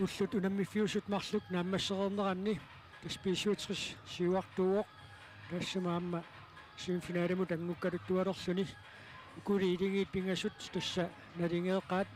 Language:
Kalaallisut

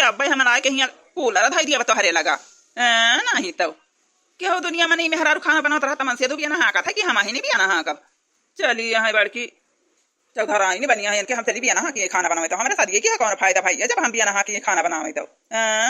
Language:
Awadhi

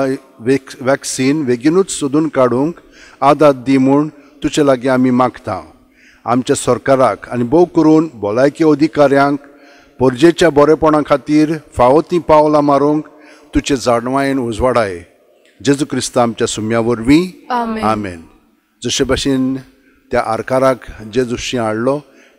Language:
Konkani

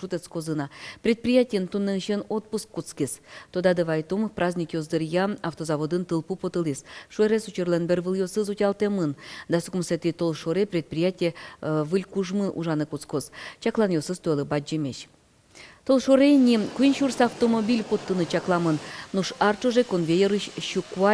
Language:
Udmurt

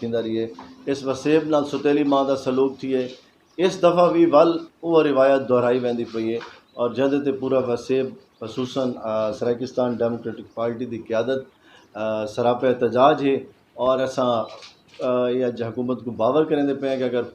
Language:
Saraiki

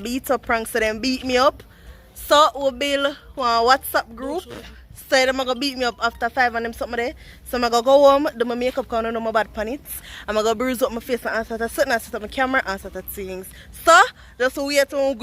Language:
Jamaican Creole English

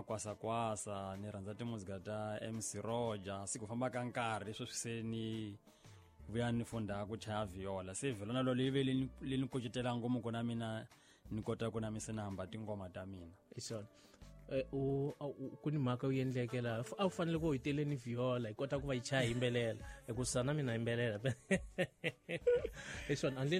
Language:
Tsonga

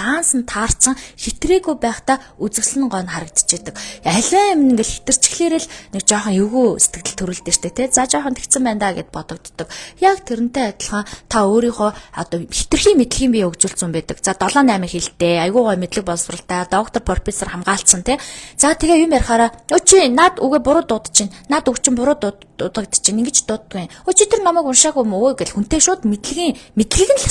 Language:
Mongolian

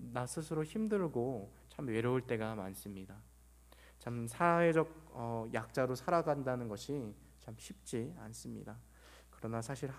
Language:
Korean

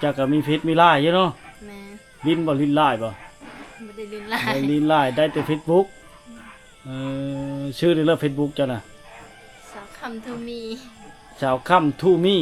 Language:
Lao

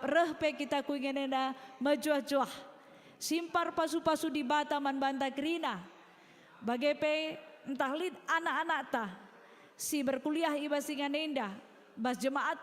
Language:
Batak Karo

